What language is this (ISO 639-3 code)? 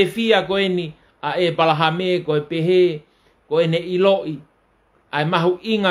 ton